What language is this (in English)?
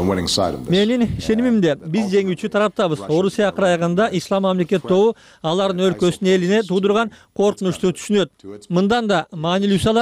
Kyrgyz